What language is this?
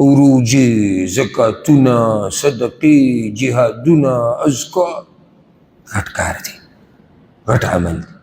Pashto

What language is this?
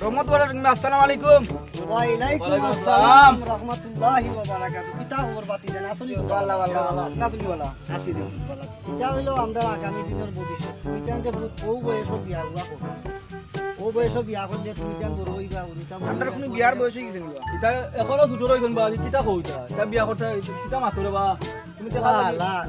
Sylheti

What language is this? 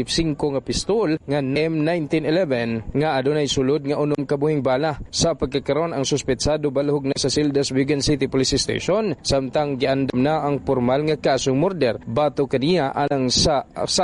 Cebuano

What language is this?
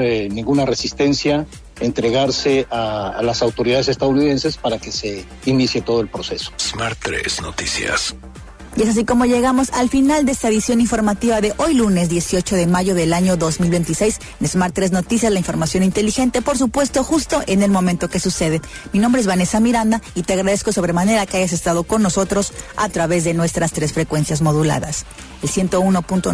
Spanish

